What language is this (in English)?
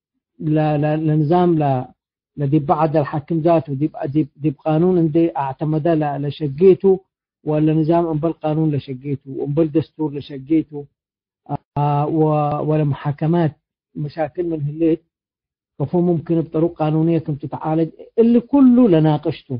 Tigre